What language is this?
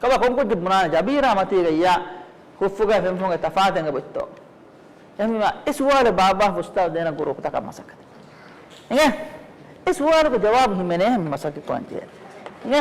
Divehi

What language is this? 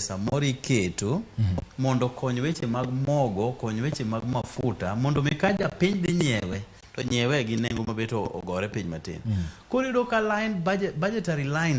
Luo (Kenya and Tanzania)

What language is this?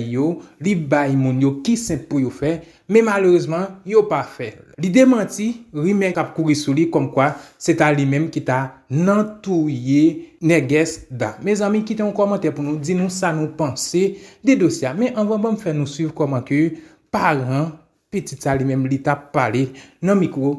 Haitian Creole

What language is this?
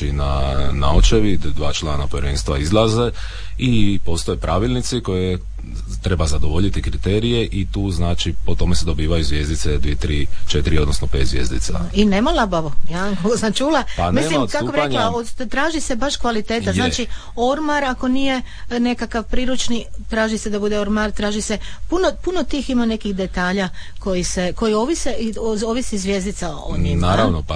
Croatian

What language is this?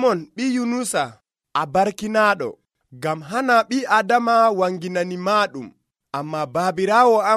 Nigerian Fulfulde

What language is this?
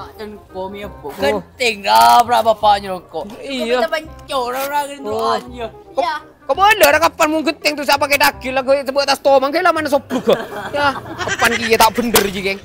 Madurese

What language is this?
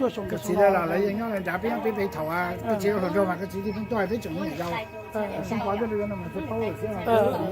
Hmong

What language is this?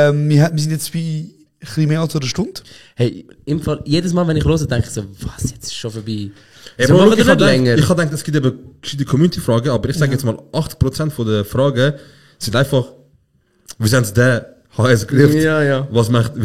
Swiss German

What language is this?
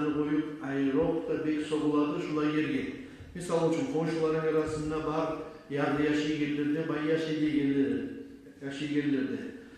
Kumyk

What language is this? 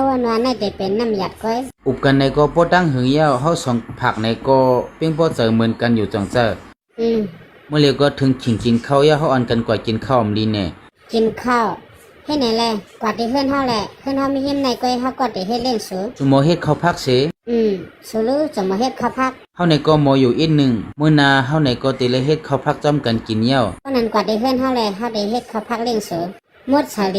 Shan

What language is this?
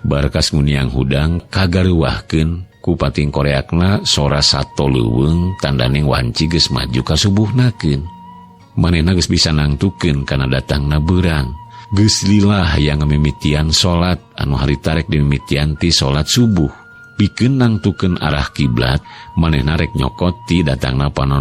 Sundanese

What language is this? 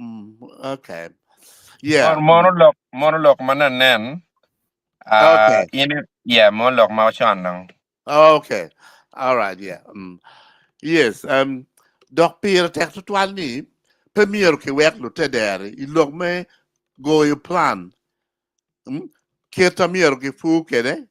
Acoli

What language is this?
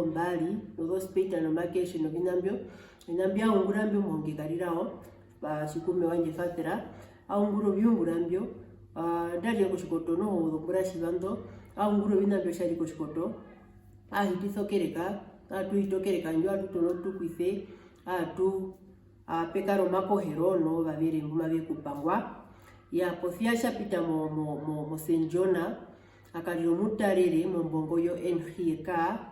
Herero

